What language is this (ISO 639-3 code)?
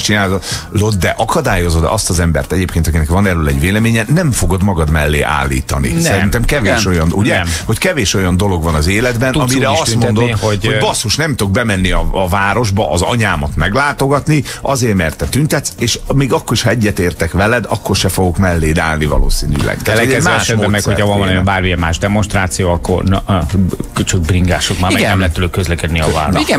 hun